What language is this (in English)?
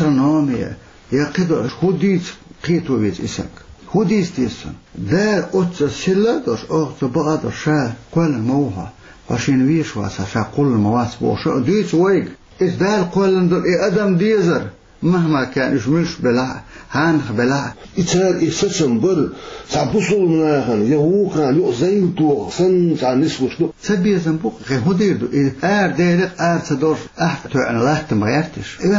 Chechen